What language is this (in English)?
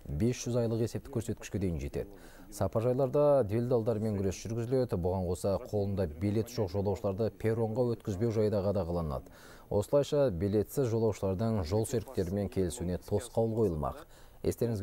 Kazakh